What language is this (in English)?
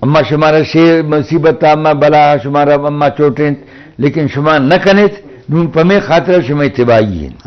Eastern Balochi